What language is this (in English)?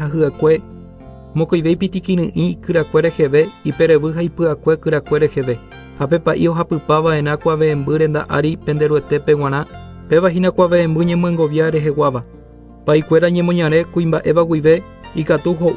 Guarani